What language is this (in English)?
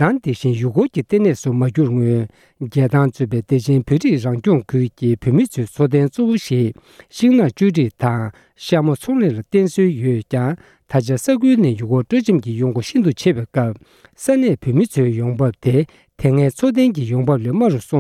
Tibetan